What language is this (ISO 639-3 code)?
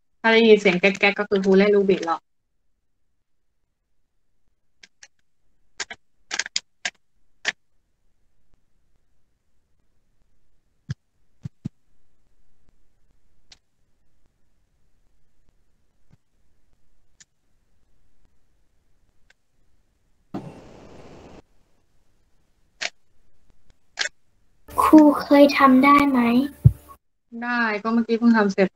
tha